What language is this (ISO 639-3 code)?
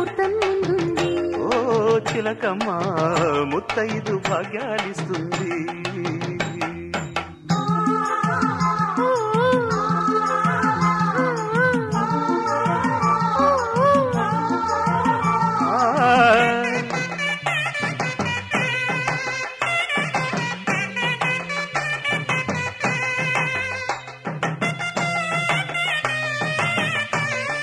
tel